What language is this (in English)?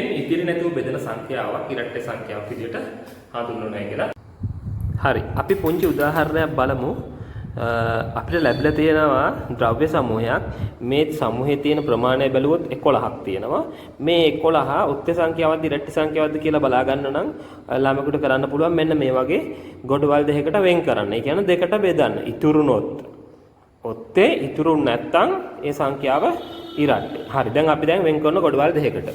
Sinhala